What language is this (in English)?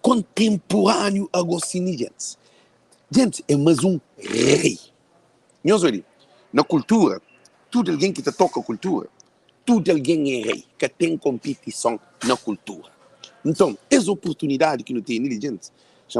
Kabuverdianu